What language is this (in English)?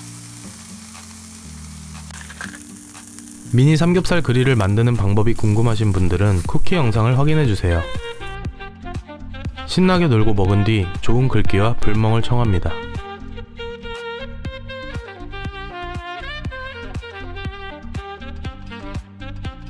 Korean